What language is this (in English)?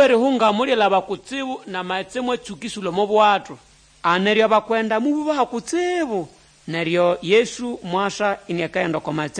Nande